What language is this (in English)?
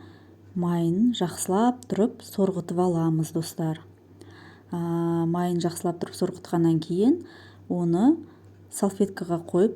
Kazakh